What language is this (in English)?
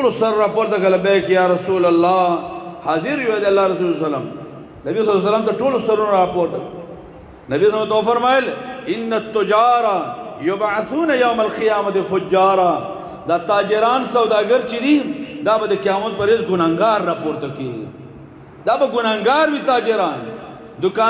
Pashto